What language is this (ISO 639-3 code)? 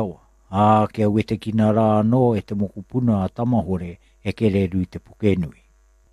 mri